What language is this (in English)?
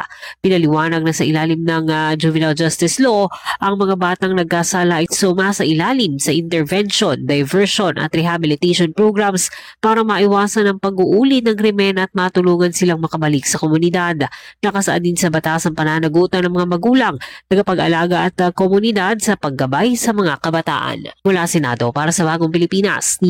Filipino